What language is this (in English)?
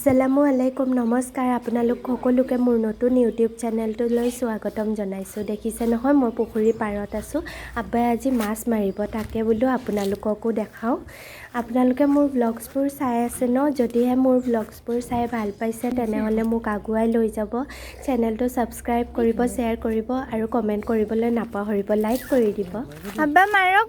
Assamese